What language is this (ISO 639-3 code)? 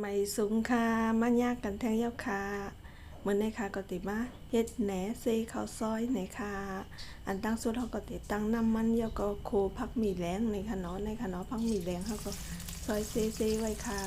shn